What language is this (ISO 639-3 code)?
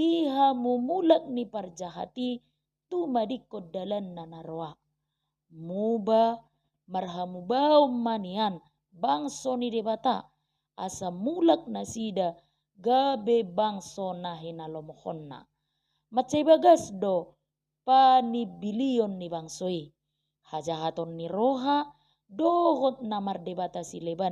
bbc